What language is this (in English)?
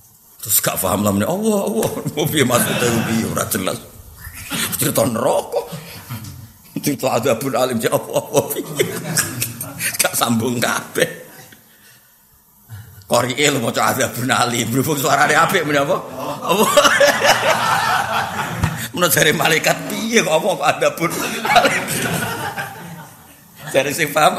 Javanese